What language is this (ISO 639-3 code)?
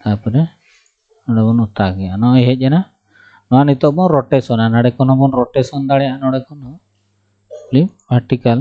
sat